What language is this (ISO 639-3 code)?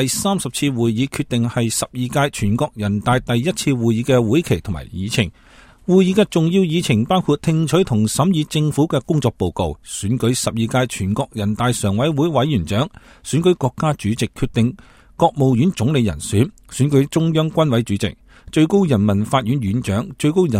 yue